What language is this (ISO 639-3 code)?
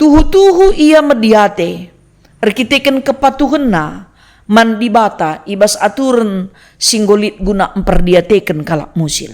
btx